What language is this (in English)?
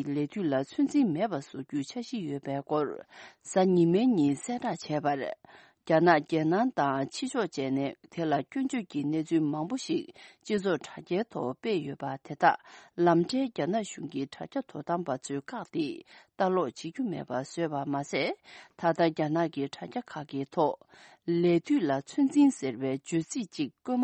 Tibetan